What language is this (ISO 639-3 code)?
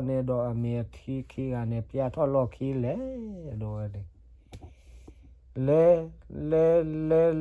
ksw